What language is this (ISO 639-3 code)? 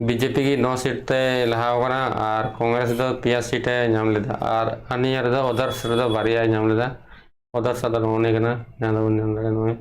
sat